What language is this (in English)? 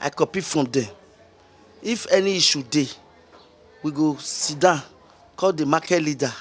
Nigerian Pidgin